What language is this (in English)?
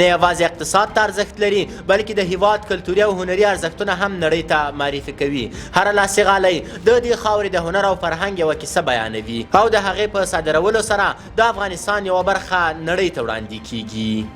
Pashto